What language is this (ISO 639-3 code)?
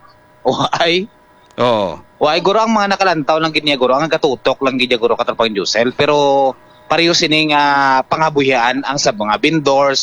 hil